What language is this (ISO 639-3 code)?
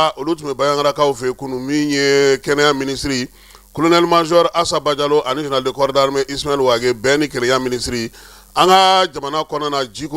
bam